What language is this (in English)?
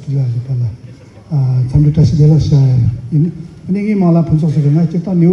Tibetan